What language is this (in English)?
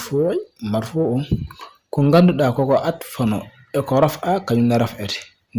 Fula